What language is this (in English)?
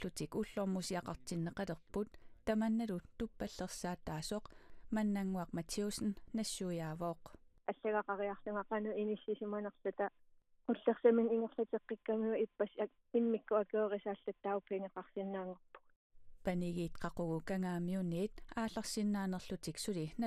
Kalaallisut